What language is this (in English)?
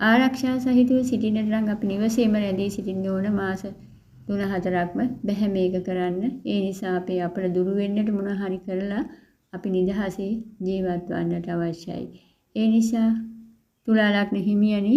Sinhala